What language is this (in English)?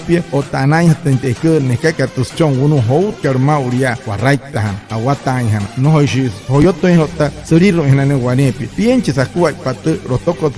Wayuu